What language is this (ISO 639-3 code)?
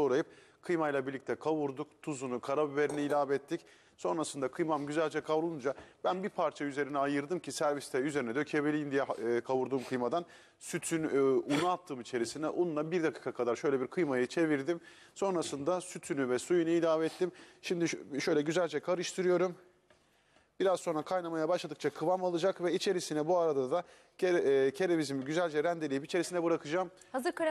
tur